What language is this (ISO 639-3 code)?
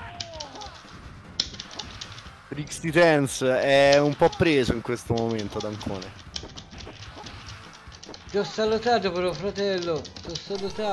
ita